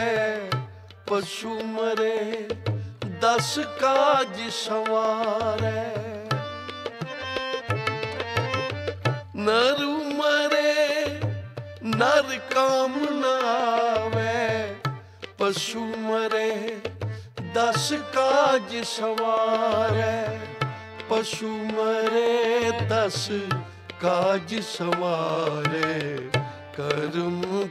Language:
Punjabi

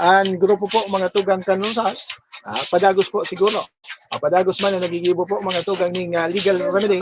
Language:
Bikol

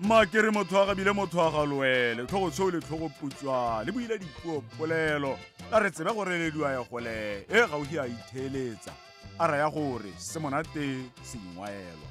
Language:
Tswana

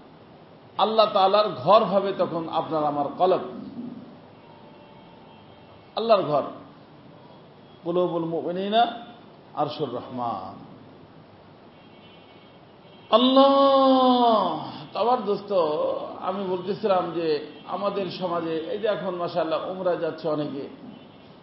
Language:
Bangla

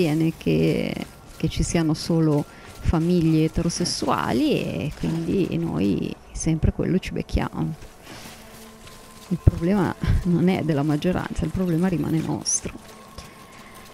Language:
Italian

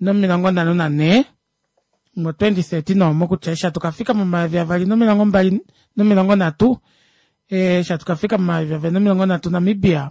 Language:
Kuanyama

